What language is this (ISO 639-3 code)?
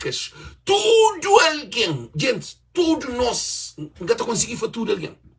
kea